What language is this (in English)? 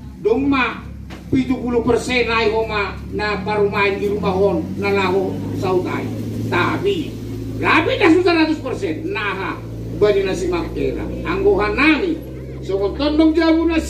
Batak Toba